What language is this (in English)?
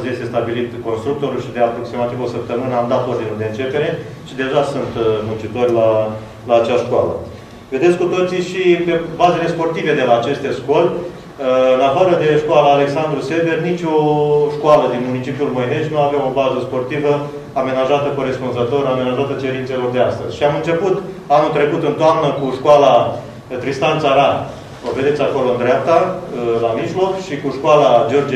Romanian